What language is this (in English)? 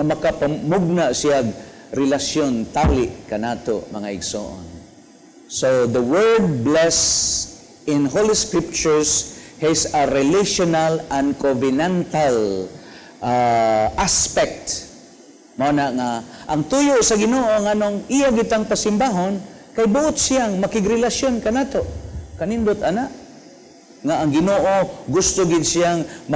Cebuano